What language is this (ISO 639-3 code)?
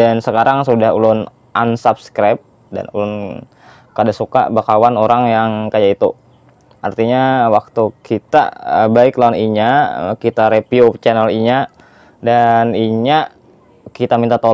bjn